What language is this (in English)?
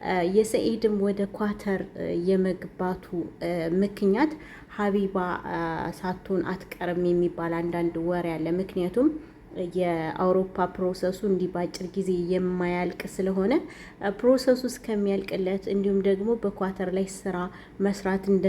Amharic